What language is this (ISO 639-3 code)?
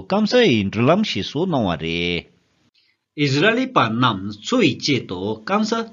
bod